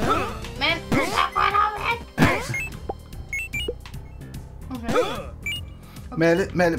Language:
Danish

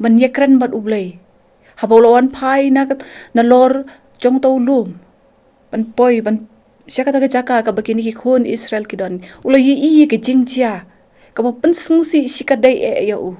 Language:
Khasi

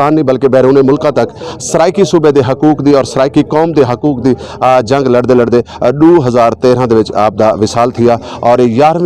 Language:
Saraiki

